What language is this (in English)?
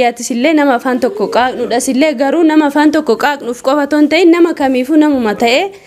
Oromo